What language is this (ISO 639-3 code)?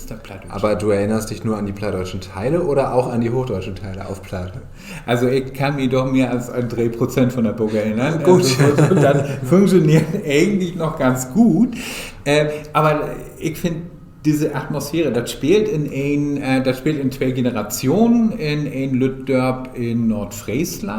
nds